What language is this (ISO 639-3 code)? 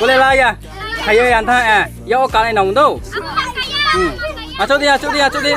ria